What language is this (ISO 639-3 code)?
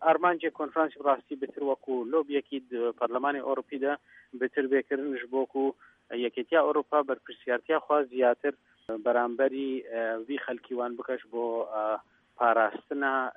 kur